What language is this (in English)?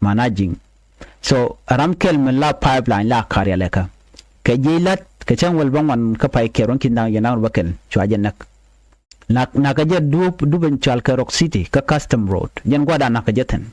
Nuer